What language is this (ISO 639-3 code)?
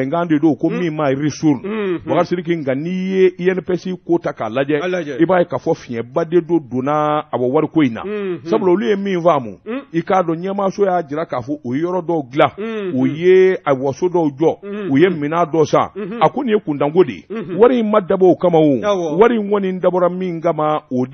bam